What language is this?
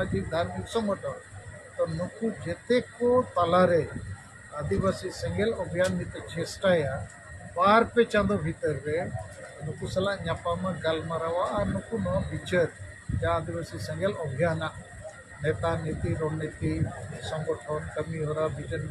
Santali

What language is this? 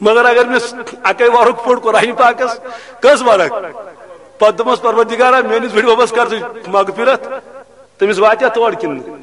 Kashmiri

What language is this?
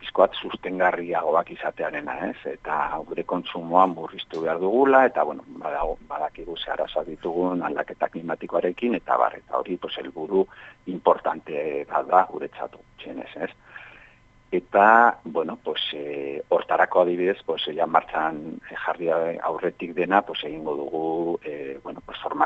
Basque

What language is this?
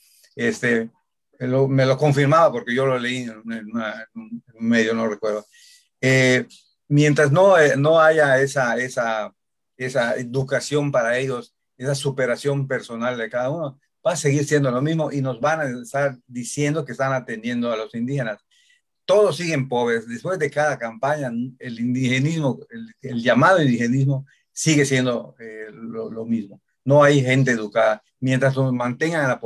Spanish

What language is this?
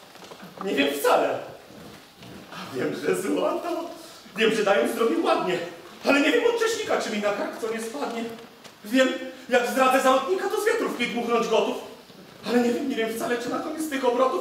Polish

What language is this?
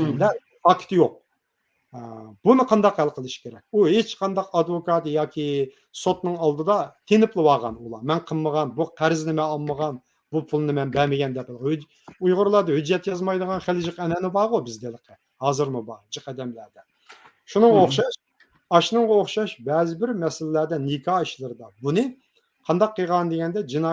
Uyghur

